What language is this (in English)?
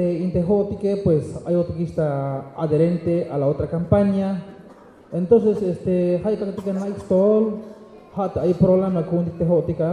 Tzeltal